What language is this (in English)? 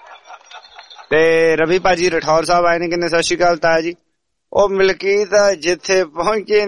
Punjabi